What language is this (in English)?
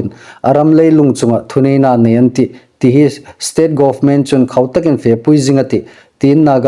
Hmar